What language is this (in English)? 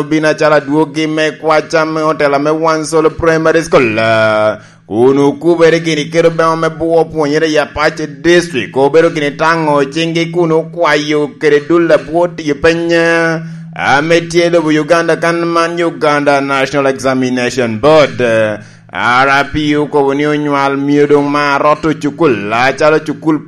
Lango (Uganda)